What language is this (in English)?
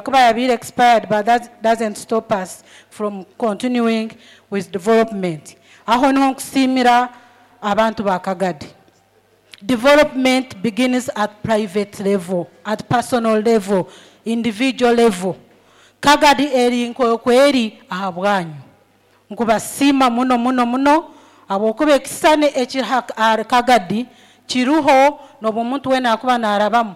Nyoro